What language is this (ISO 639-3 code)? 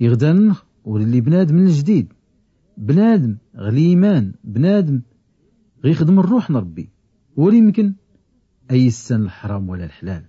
shi